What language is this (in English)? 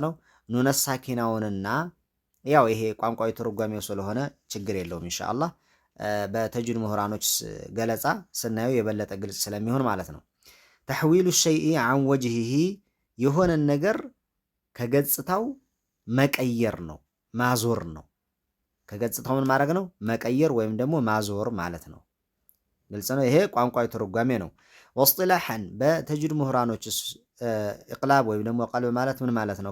Amharic